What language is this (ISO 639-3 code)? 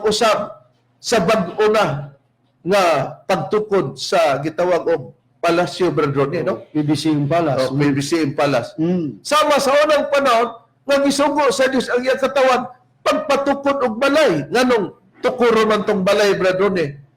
ceb